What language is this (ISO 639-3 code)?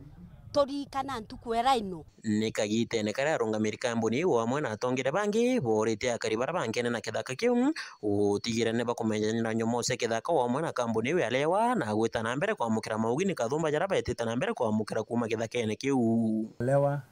mer